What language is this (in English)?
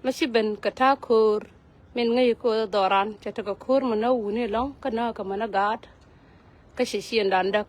Nuer